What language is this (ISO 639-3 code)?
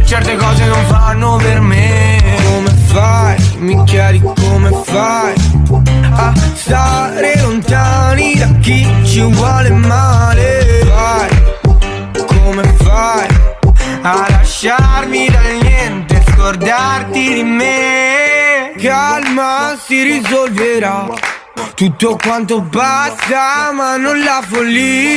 ita